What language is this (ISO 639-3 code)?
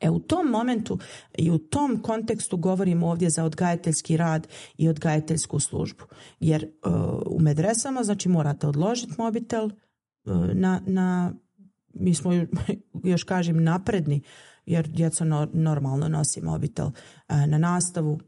bos